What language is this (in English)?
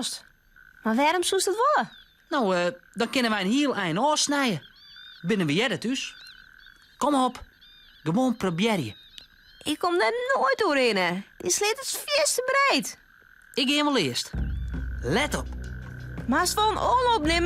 Western Frisian